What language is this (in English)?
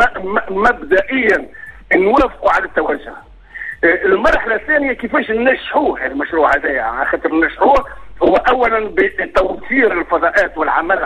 Tunisian Arabic